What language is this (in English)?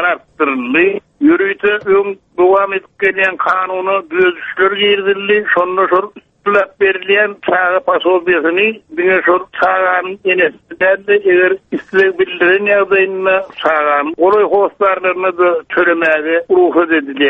Turkmen